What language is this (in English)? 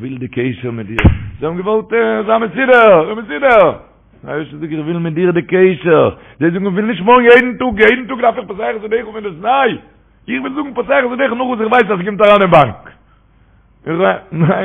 Yiddish